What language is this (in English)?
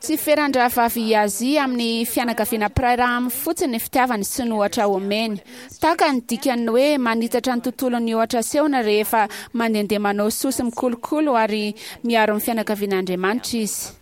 Malagasy